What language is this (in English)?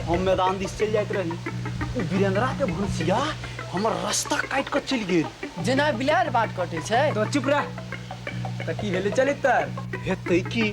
Maithili